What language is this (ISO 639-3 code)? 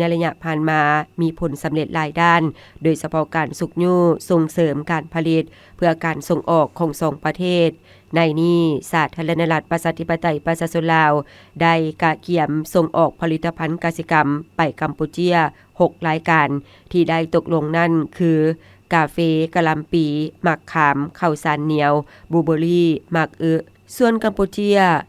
lao